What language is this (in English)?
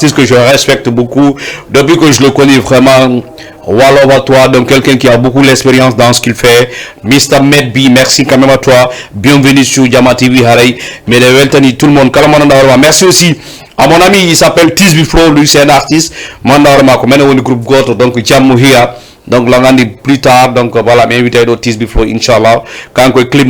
Fula